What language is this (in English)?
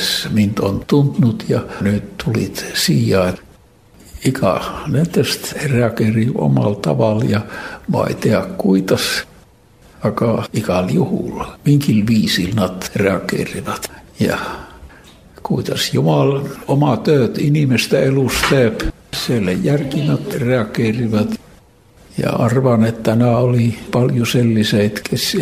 Estonian